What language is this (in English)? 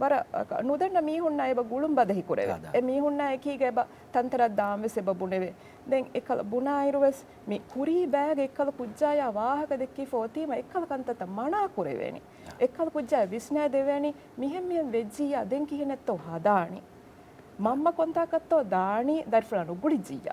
Divehi